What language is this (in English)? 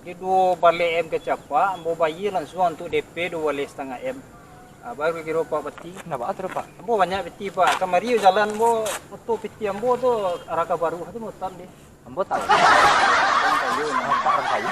Minangkabau